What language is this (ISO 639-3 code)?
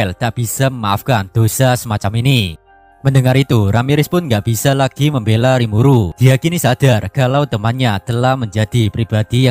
ind